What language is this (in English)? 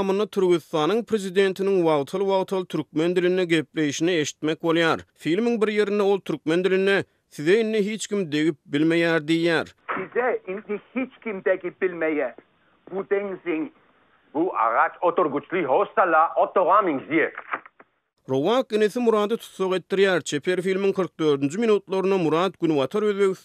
Turkmen